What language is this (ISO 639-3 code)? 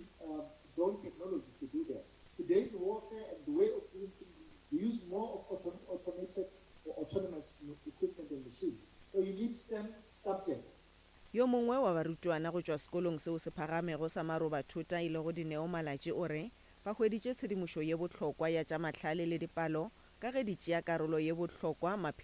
nso